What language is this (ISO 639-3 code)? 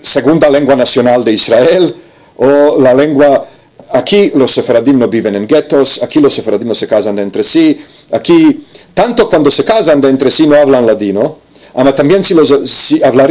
lad